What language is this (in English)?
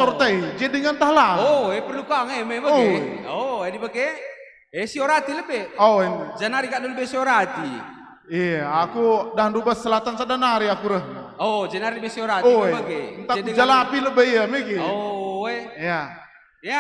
Batak Karo